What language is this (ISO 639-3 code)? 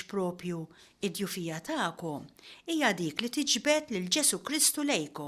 mlt